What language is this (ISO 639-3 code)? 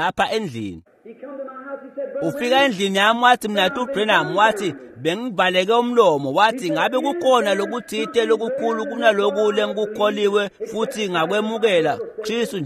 ssw